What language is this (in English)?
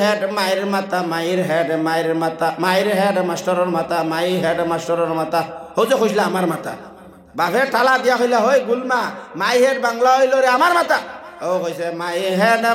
Sylheti